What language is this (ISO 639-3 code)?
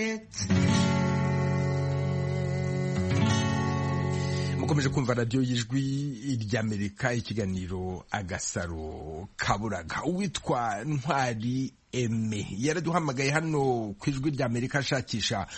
kin